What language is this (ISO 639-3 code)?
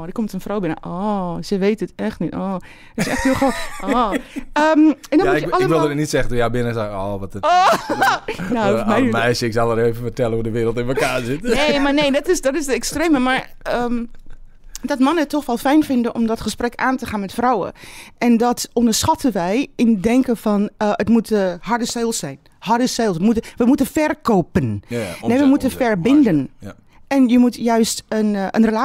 nld